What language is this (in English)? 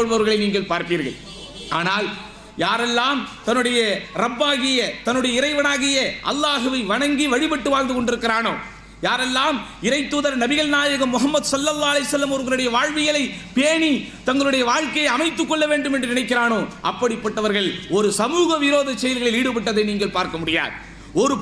Tamil